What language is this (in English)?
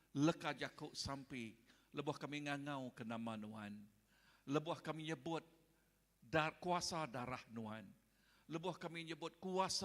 Iban